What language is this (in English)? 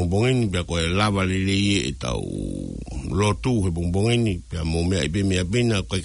Tongan